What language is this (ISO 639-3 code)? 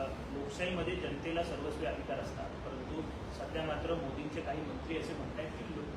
mar